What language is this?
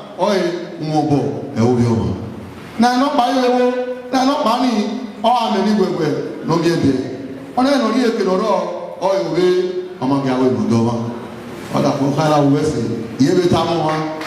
Bini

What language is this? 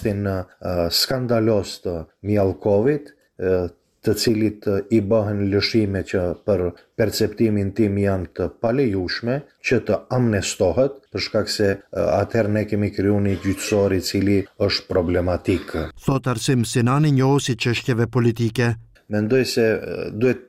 Albanian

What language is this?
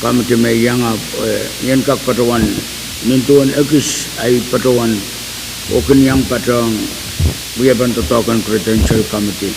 Pohnpeian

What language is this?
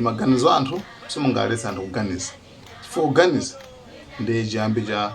Nyanja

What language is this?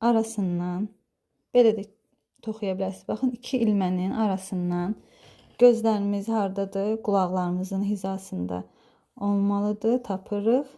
Azerbaijani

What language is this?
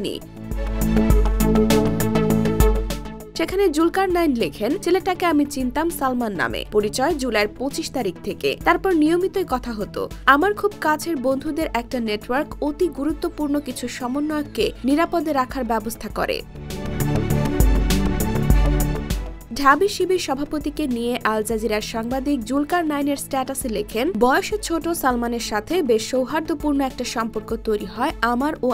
Bangla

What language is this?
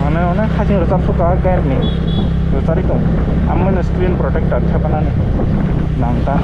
Kok Borok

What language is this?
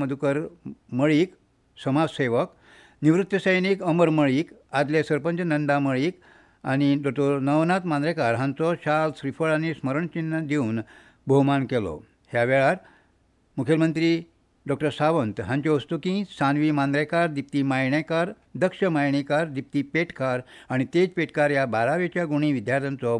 Konkani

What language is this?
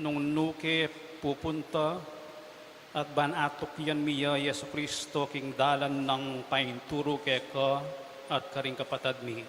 Pampanga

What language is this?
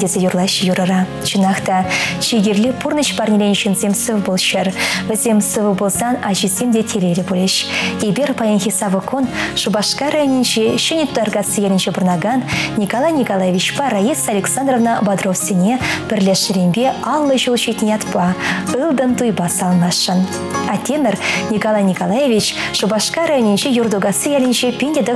Chuvash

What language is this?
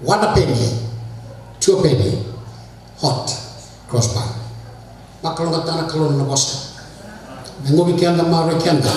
Fijian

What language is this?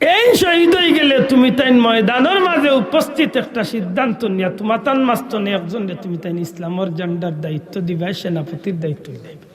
Sylheti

